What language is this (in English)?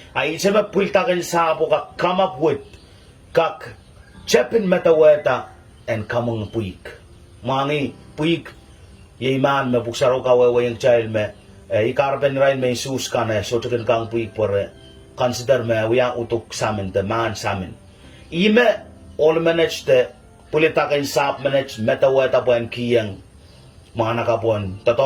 Pohnpeian